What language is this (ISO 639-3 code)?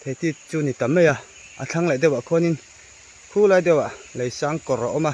lus